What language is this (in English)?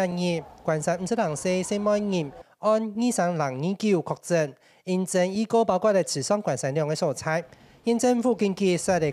Hakka Chinese